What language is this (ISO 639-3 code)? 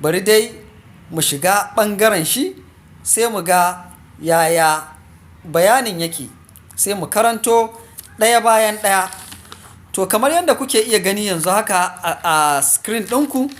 hau